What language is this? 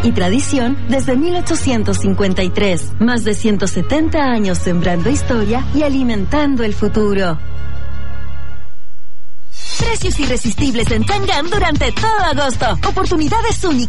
Spanish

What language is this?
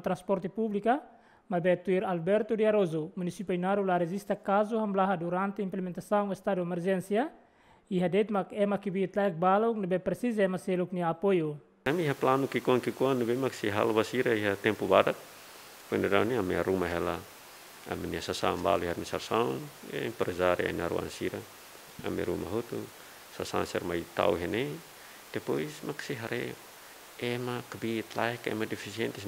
Tetum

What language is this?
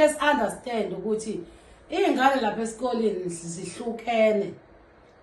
Zulu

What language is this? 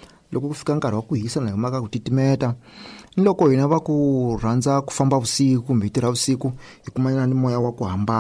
Tsonga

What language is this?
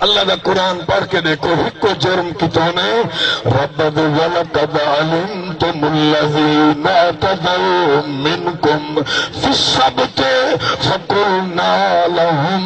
Saraiki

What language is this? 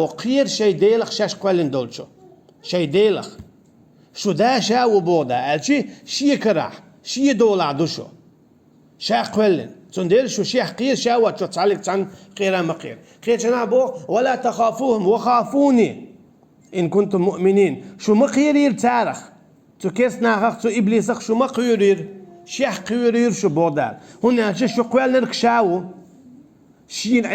Chechen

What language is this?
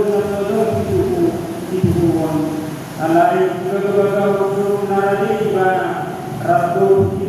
Batak Toba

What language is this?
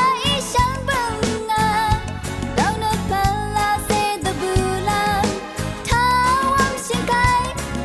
Rawang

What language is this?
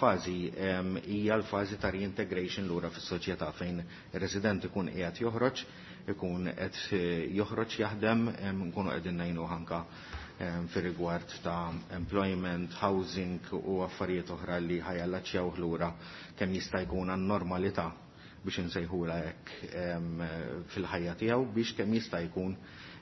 Maltese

